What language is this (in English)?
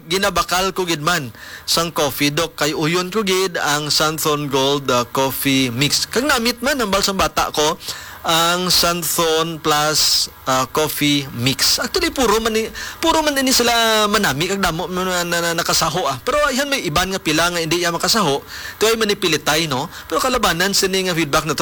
Hiligaynon